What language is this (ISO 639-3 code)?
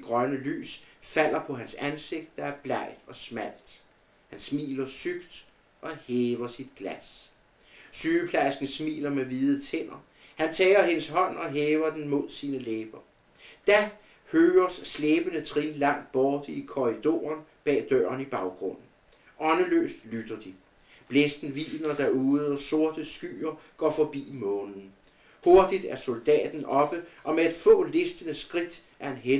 dan